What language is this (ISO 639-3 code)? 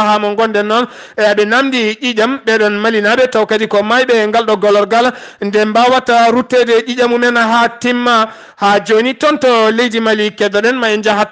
ful